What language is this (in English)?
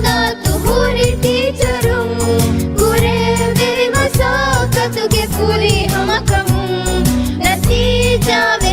Divehi